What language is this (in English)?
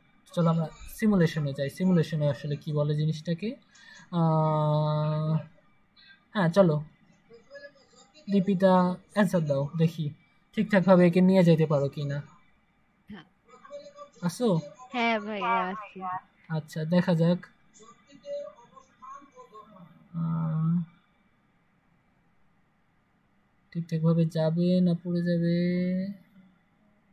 Bangla